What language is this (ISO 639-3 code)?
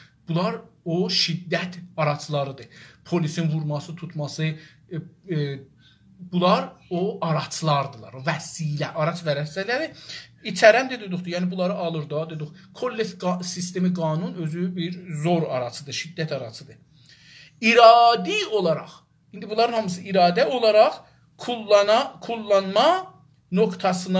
azb